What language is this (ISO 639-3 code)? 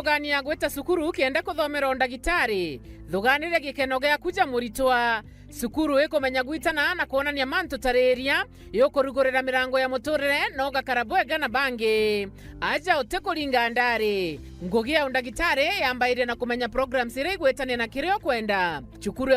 mer